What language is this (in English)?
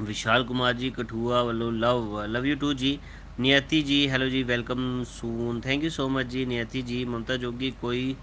Dogri